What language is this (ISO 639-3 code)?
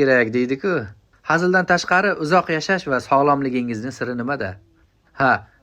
uzb